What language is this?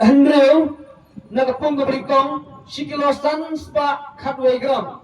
Khasi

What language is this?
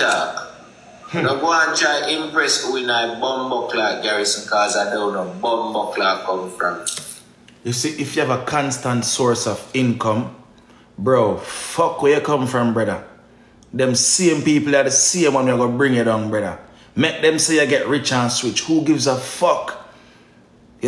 Jamaican Creole English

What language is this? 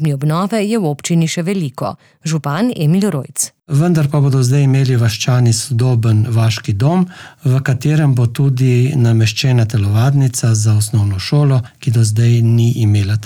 Slovenian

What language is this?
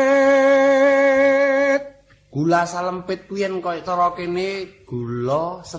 Javanese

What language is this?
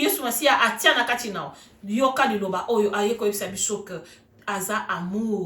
Lingala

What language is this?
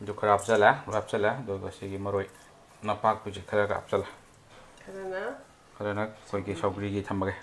Manipuri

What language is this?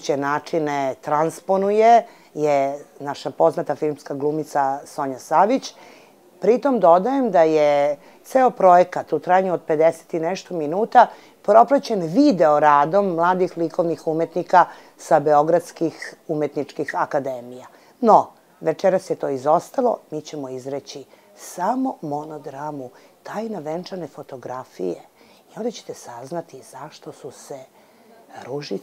Serbian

